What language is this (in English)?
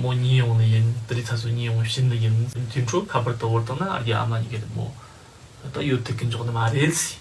Tibetan